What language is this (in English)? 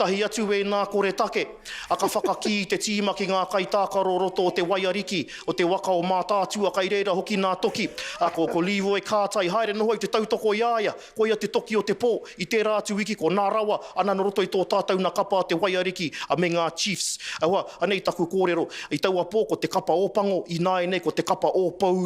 Māori